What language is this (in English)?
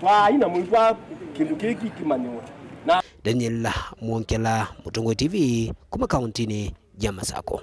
Kamba